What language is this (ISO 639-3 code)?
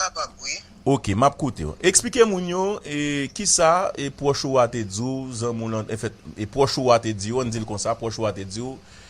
hat